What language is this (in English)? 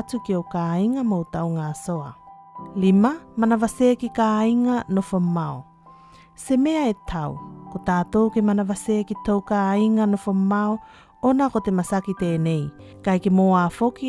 Tuvalu